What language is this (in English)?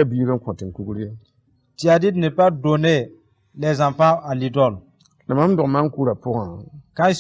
Mossi